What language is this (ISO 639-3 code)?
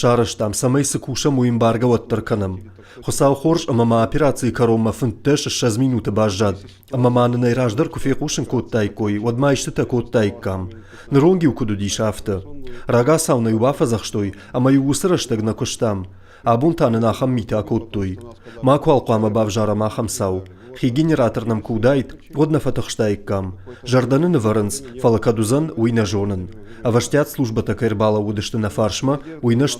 oss